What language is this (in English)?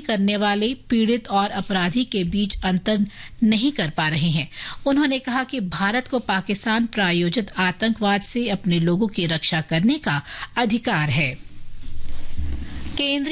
Hindi